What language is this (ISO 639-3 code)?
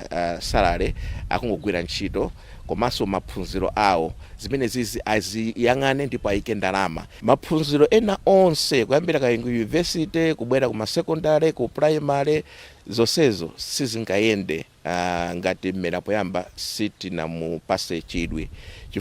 nya